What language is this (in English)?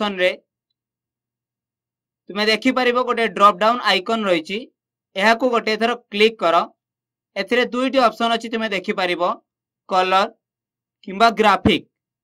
Odia